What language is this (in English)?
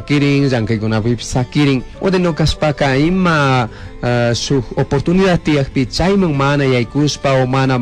Chimborazo Highland Quichua